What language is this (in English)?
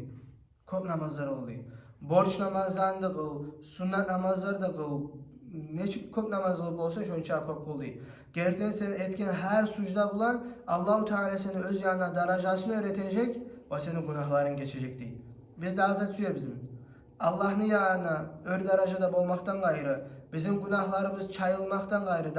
Kumyk